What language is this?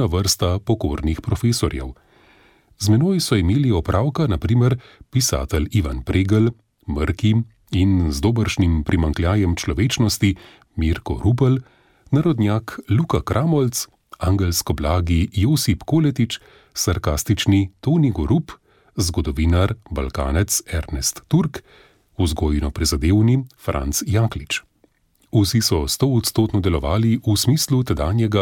Slovenian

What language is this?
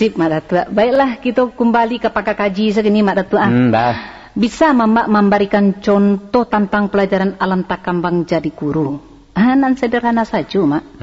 Minangkabau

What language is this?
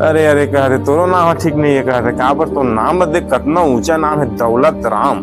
Chhattisgarhi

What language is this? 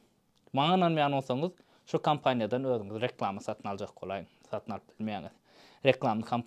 Turkmen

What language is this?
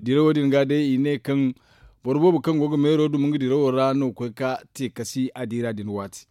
Zarma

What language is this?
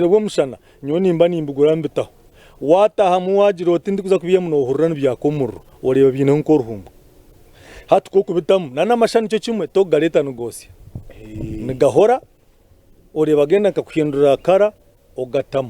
Nyankole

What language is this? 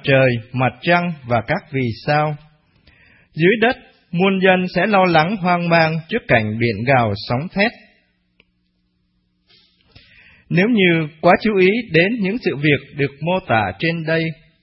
Vietnamese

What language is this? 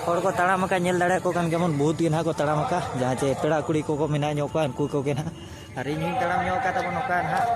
Santali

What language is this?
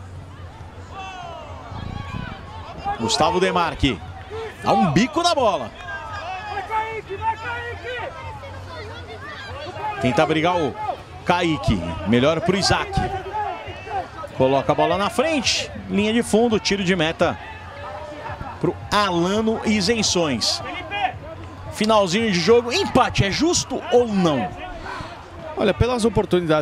Portuguese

